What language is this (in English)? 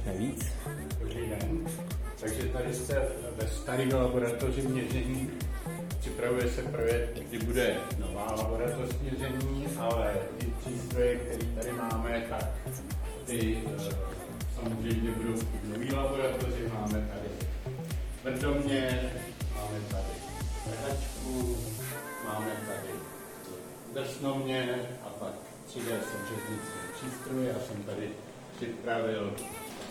Czech